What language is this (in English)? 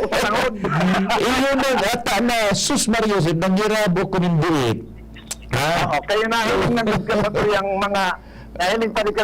Bikol